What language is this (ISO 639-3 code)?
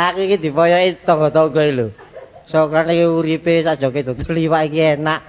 jav